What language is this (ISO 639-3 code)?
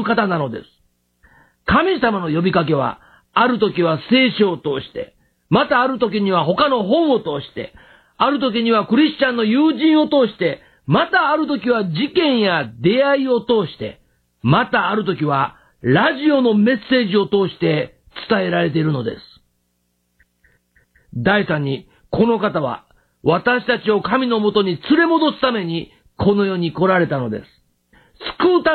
jpn